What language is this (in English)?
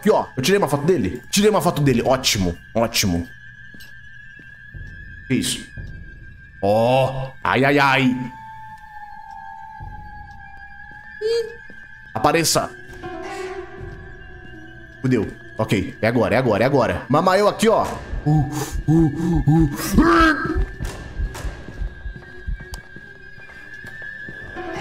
Portuguese